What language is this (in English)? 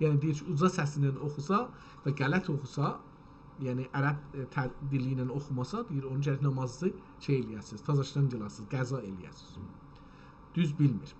South Azerbaijani